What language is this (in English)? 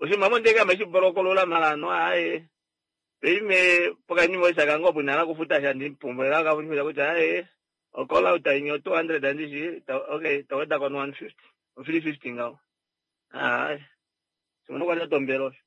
Kuanyama